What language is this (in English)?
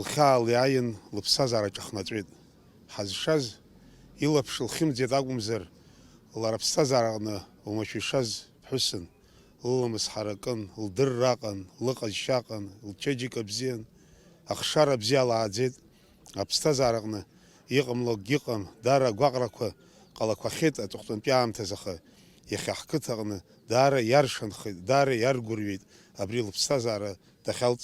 Abkhazian